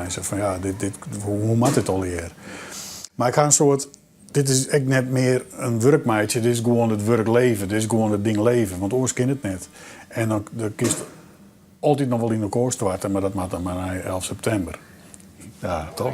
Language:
Western Frisian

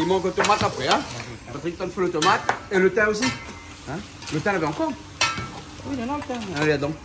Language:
Réunion Creole French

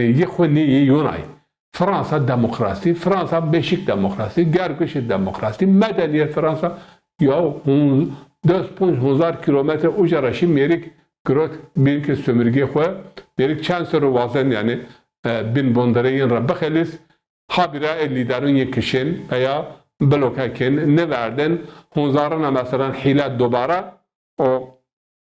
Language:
Zaza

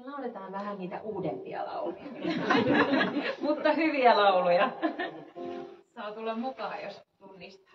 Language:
Finnish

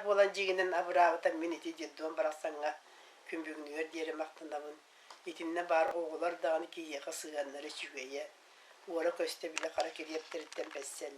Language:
Yakut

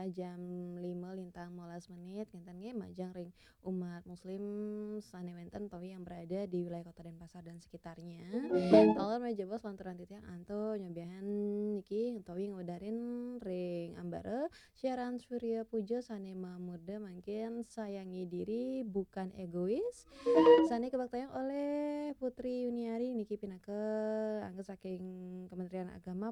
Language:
Balinese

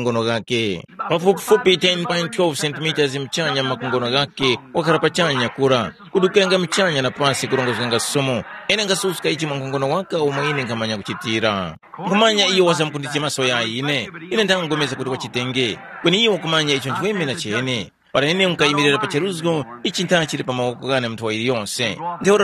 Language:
Tumbuka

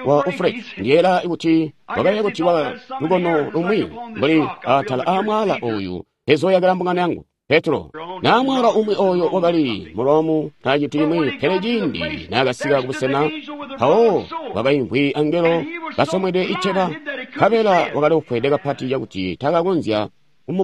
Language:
Tonga (Zambia)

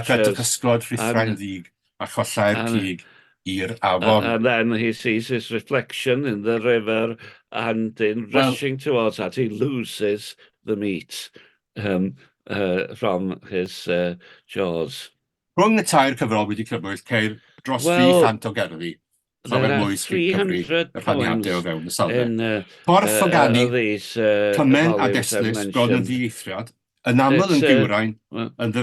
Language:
Welsh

